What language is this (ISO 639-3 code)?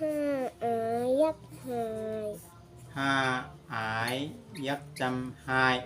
shn